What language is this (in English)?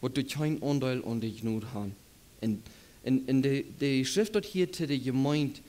Plautdietsch